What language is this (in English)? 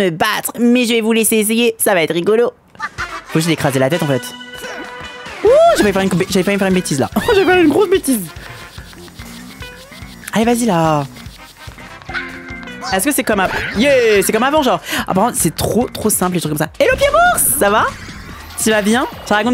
French